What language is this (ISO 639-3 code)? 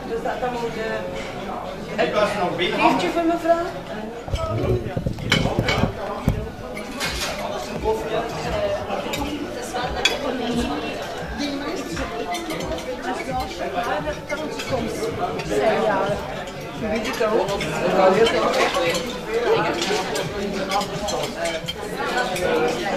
nld